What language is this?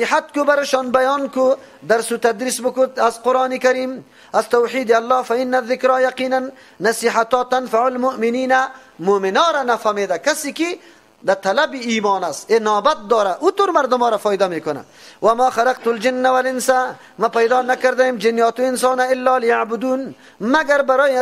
Persian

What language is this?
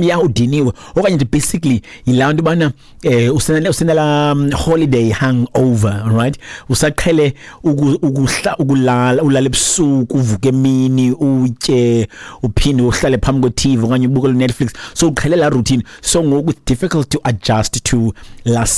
Xhosa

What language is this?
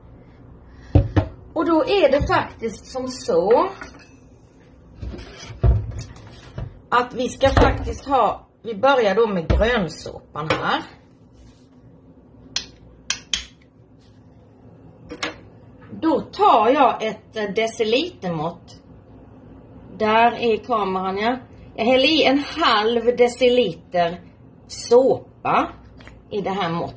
Swedish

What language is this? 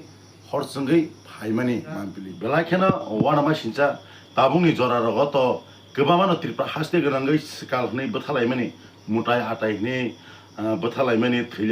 Kok Borok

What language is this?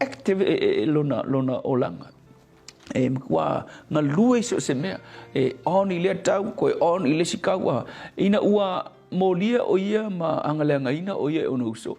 Samoan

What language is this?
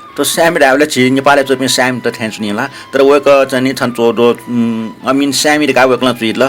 Newari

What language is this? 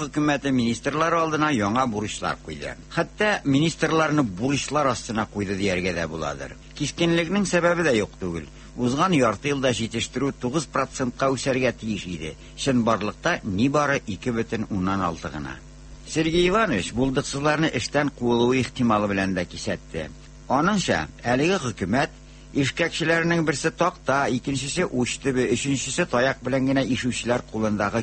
Tatar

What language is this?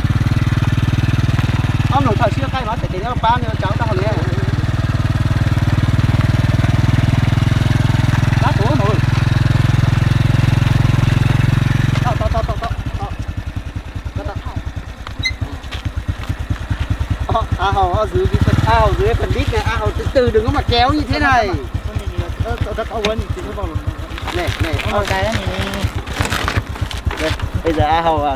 Vietnamese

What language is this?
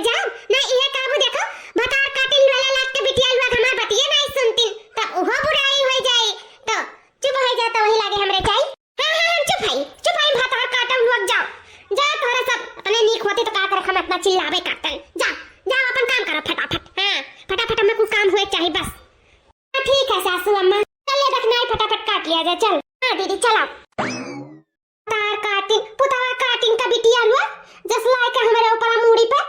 Awadhi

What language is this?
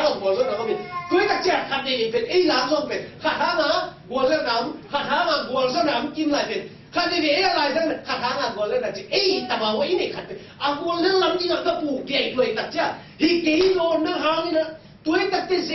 Tedim Chin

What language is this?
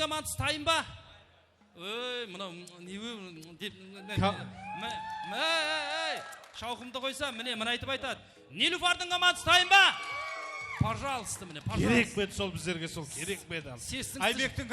Kara-Kalpak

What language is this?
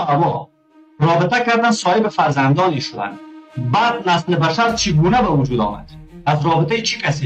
Persian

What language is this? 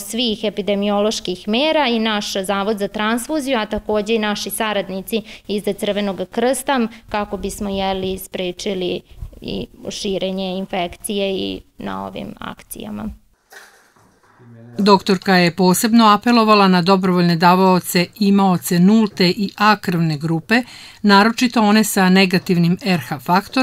Serbian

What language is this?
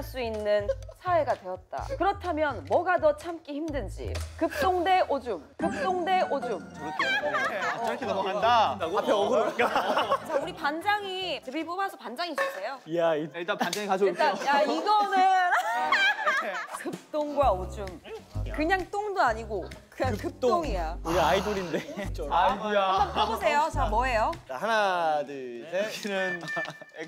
Korean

